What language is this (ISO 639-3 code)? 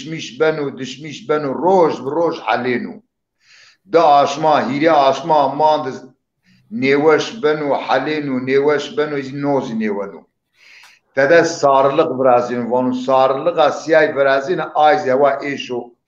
zza